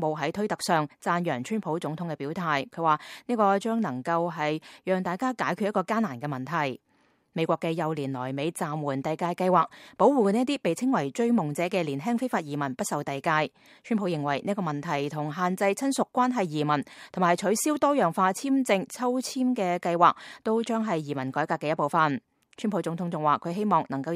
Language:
Cantonese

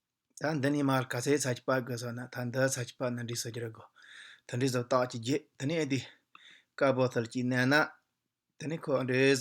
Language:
Tibetan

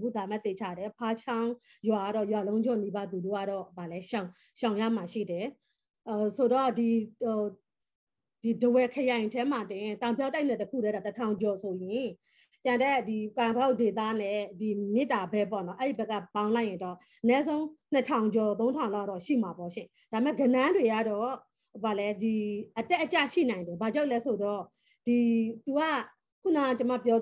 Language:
Burmese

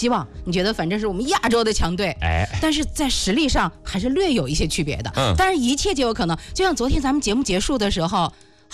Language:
Chinese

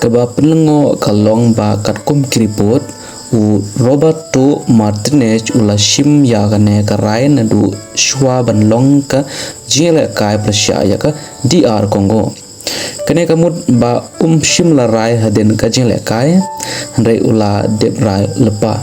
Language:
Khasi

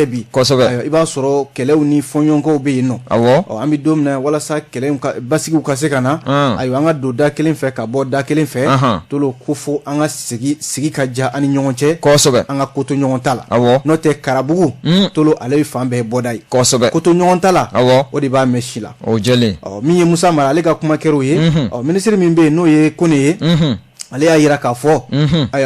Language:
Bambara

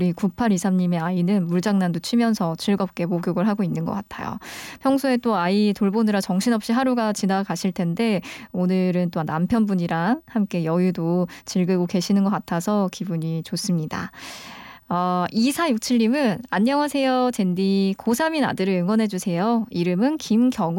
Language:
Korean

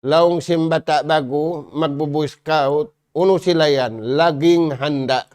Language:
Tausug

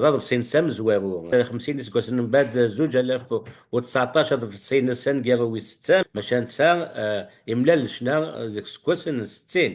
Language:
Kabyle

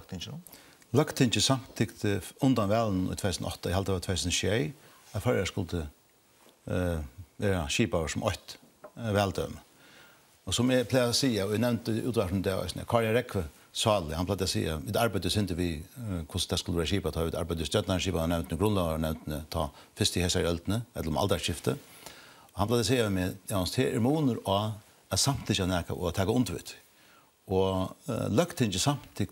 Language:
Faroese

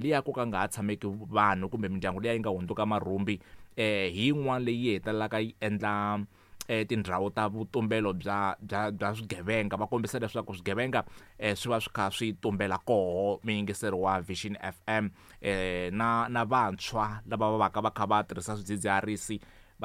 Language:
Tsonga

